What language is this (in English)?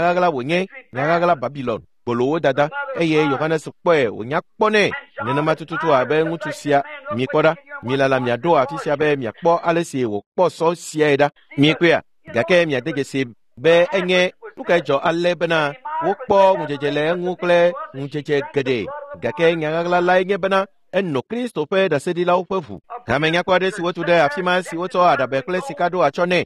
Ewe